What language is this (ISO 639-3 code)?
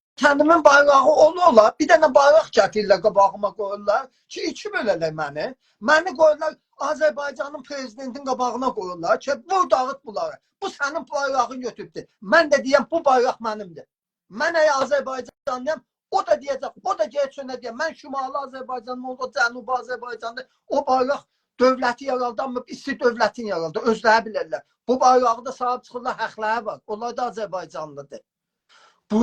azb